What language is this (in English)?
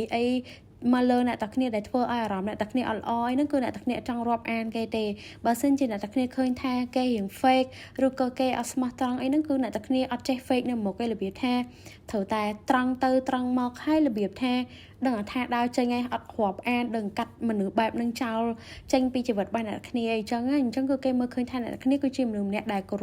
Khmer